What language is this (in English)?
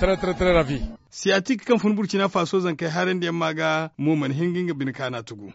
Zarma